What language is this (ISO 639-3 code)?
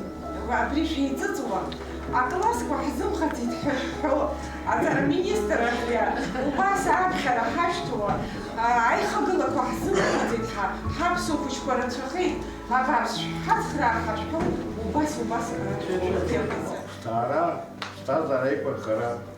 abk